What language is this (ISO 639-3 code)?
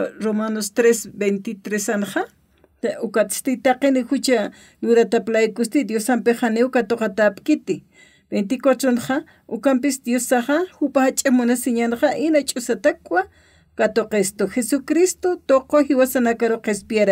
aym